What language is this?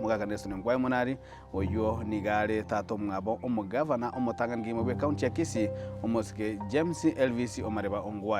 Gusii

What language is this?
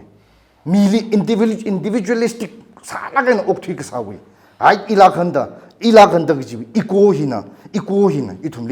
Tangkhul Naga (India)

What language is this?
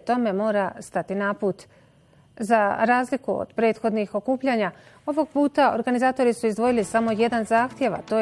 Bosnian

